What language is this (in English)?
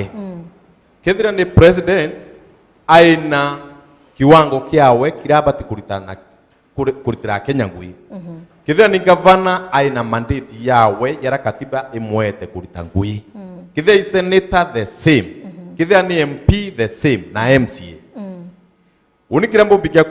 Meru